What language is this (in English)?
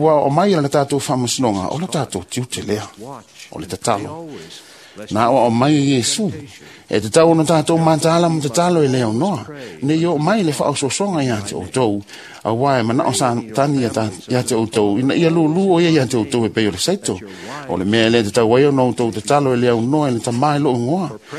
Samoan